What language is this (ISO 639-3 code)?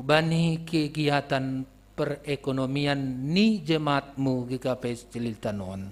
bts